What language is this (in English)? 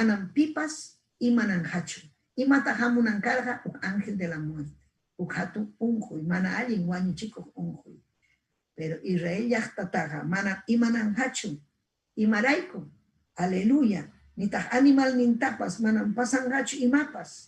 Ayacucho Quechua